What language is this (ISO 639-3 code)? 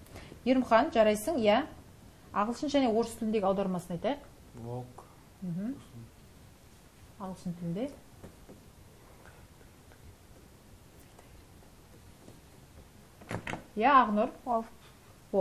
kaz